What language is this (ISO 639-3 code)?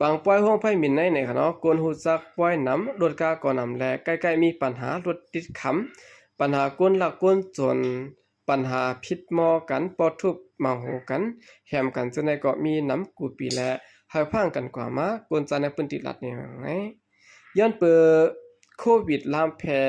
shn